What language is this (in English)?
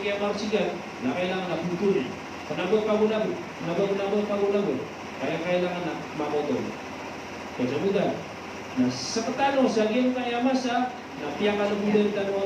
Maranao